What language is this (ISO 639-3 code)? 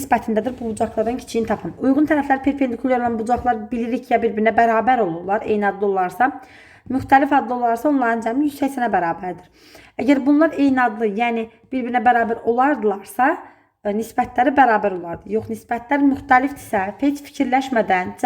aze